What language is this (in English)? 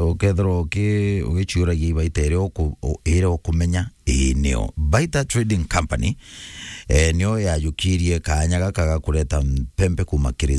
Meru